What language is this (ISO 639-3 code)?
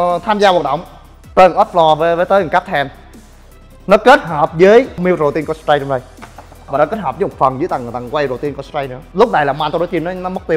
vie